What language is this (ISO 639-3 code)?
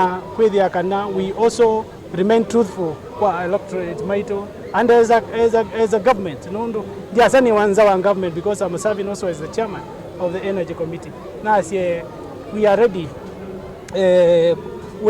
kam